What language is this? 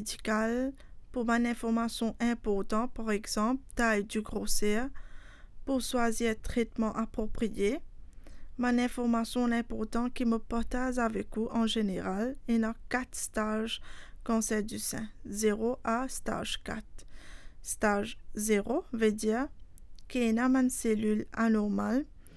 Morisyen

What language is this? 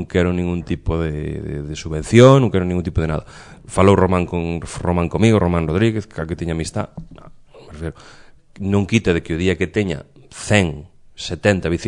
Galician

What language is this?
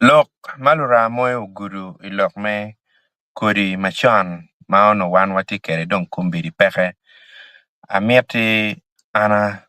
Acoli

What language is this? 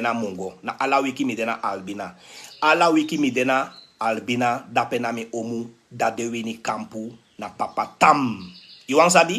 Sranan Tongo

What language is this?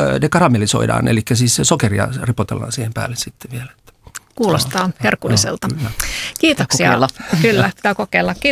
Finnish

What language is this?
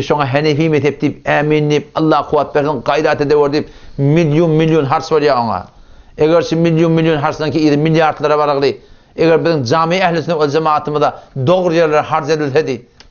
Turkmen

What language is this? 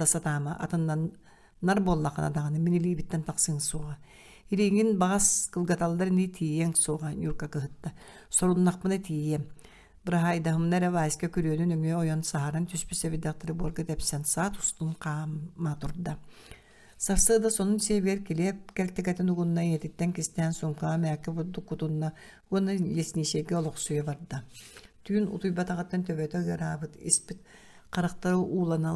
Yakut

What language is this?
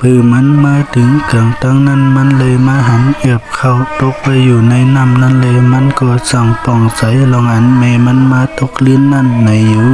Shan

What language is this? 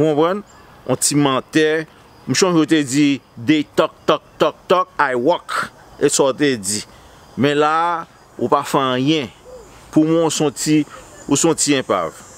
Haitian Creole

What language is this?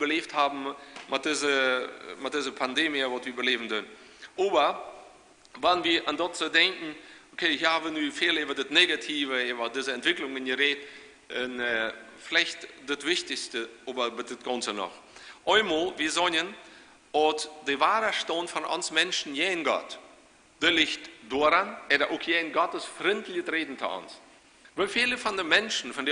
Plautdietsch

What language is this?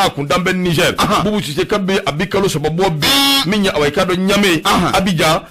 Bambara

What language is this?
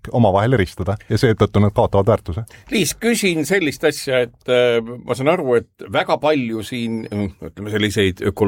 Estonian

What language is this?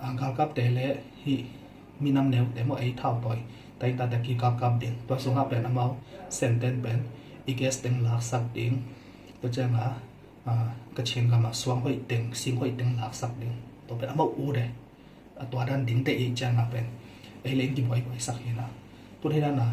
Tedim Chin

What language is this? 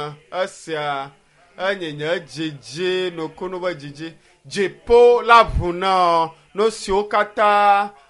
Ewe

